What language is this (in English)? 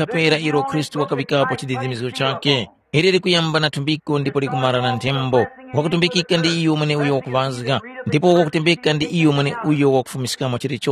Tumbuka